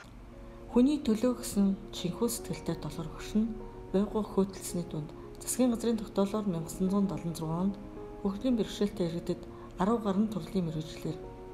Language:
Mongolian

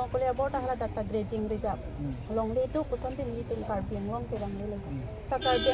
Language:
Karbi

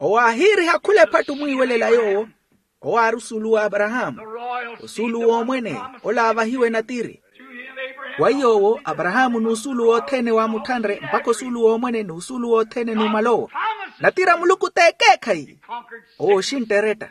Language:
Makhuwa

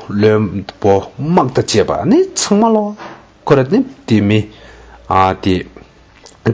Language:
Tibetan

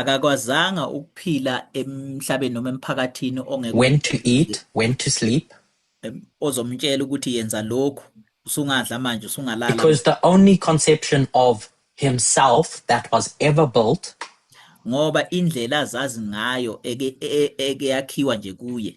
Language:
Zulu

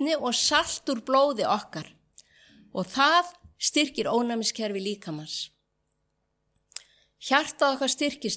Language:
Icelandic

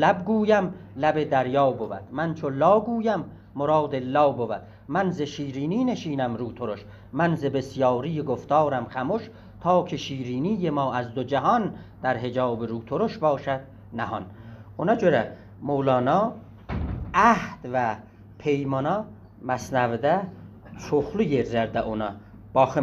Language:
South Azerbaijani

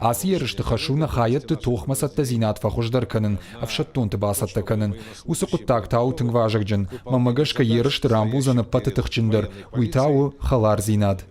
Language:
Ossetic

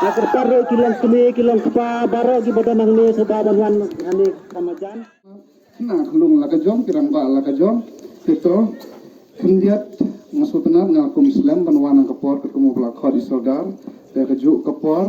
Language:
Khasi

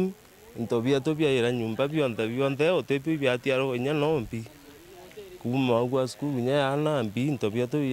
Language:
Meru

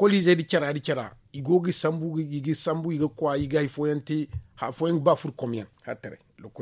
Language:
Zarma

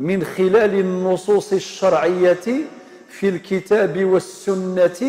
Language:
Algerian Arabic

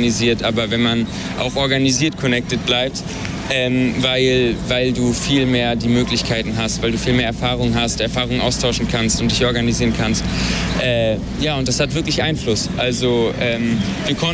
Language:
German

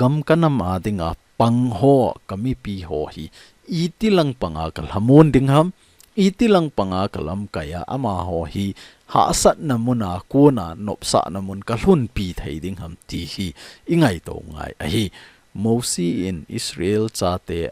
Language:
Thado Chin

